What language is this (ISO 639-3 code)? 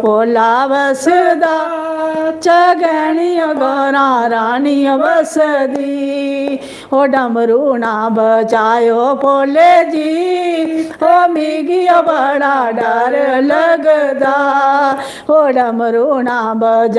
doi